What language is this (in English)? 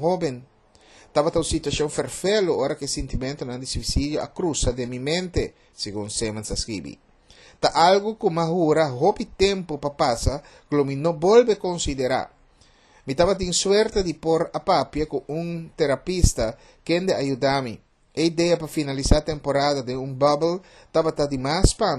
Papiamento